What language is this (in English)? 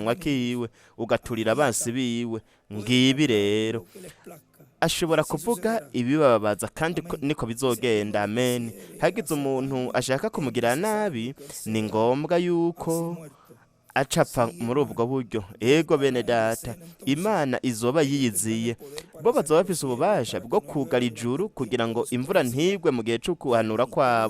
Rundi